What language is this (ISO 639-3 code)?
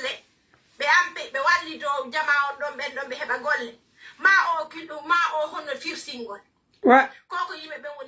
fuf